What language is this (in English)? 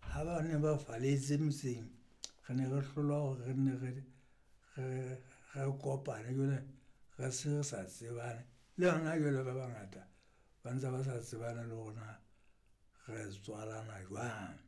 Southern Sotho